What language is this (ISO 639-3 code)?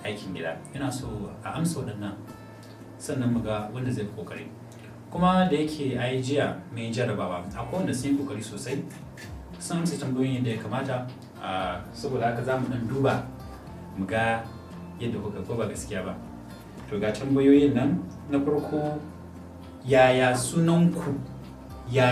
hau